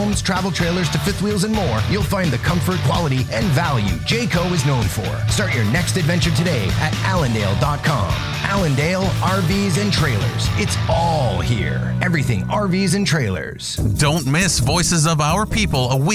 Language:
English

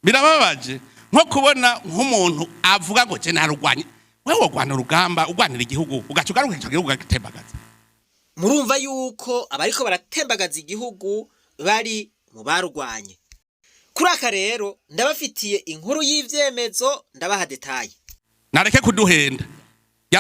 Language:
Rundi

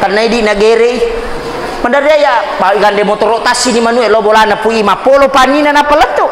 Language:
Buginese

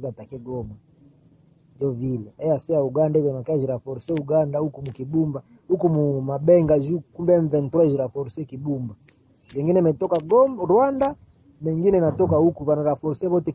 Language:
Kinyarwanda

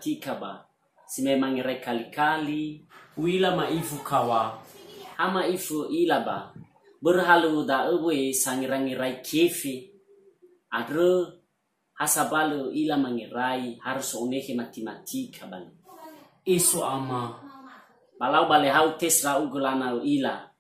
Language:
Nias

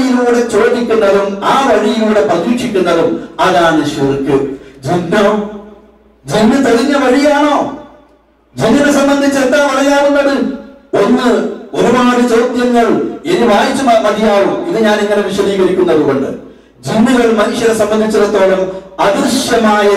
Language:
Malayalam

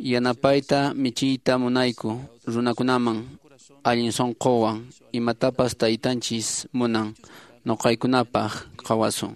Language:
Quechua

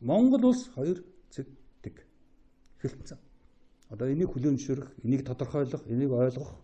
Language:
Mongolian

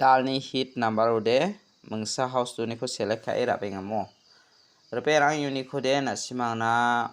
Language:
Garo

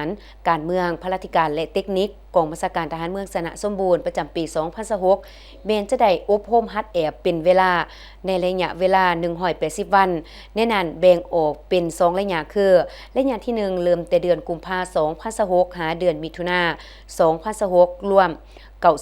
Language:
Lao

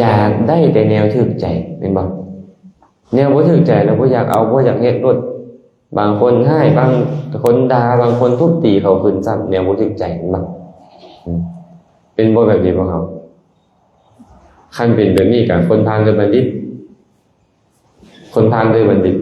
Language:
Lao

